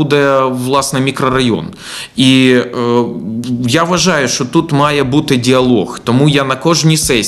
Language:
Ukrainian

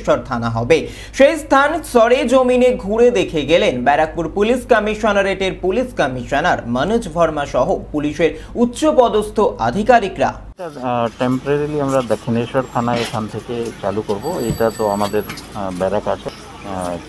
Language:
Bangla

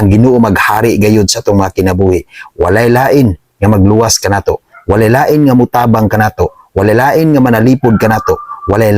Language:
Cebuano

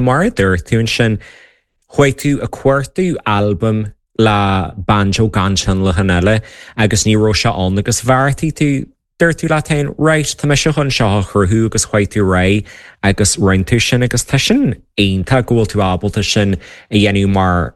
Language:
Irish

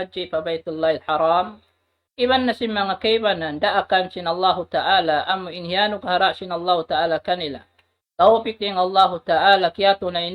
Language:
Tausug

